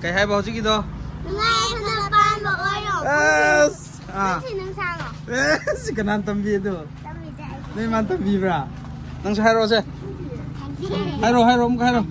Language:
Manipuri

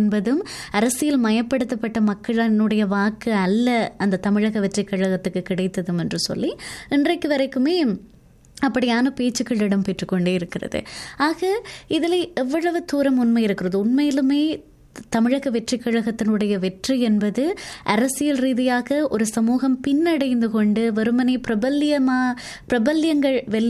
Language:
Tamil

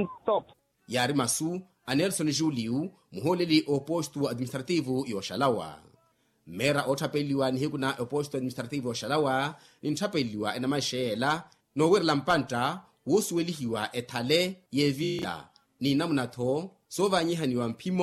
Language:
Makhuwa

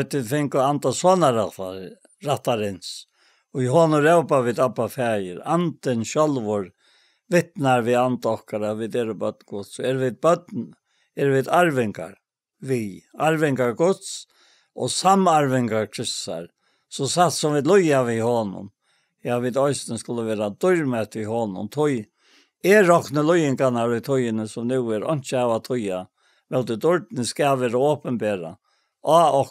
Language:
Faroese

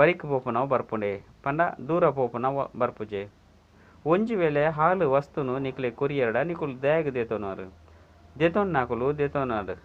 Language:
Tulu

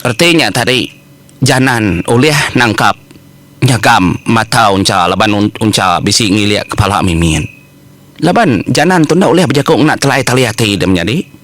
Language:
Iban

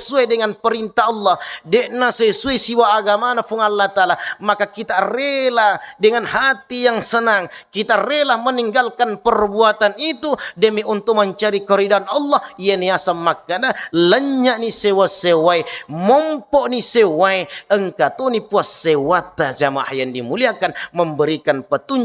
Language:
Buginese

